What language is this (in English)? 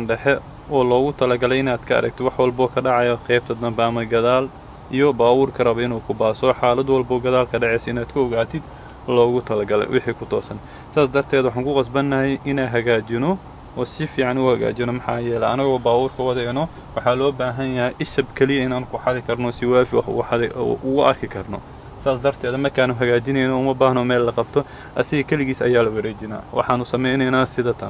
Somali